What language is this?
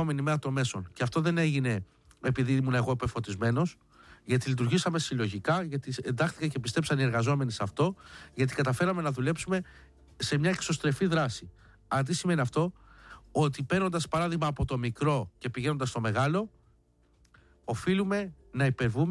Greek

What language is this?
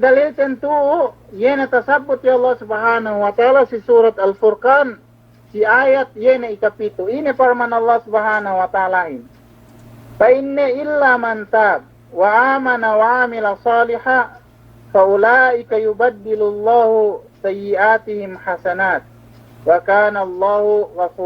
Yakan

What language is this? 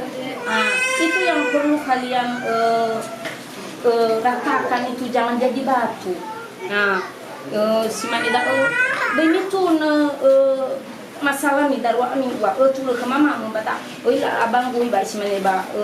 Nias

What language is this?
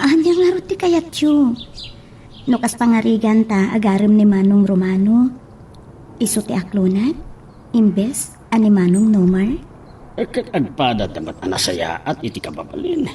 Iloko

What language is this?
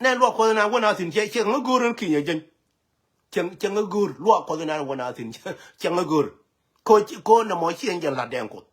Nuer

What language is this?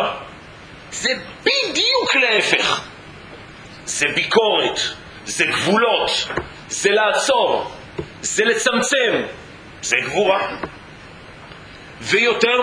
Hebrew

